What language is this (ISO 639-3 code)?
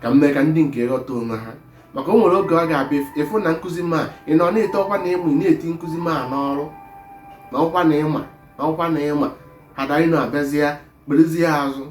ibo